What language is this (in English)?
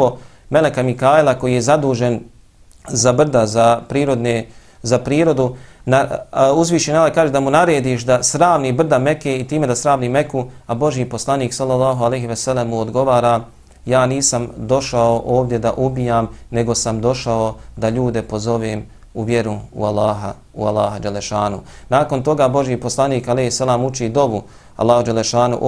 Bosnian